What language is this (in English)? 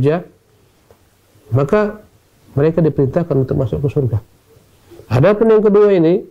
Indonesian